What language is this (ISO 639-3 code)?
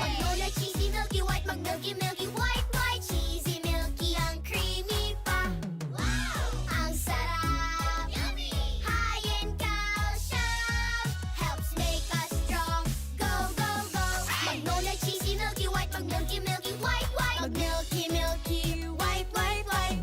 bik